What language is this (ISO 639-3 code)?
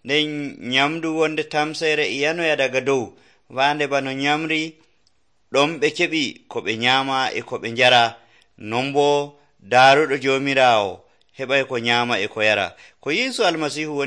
fuv